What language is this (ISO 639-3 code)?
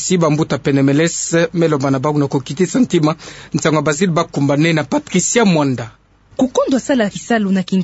ktu